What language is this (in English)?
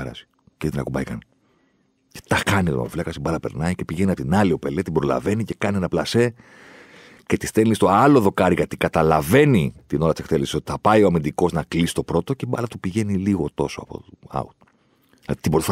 Greek